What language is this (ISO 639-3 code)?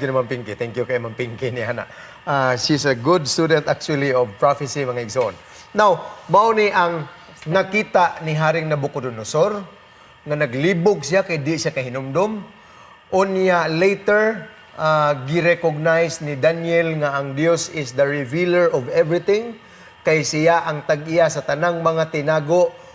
ceb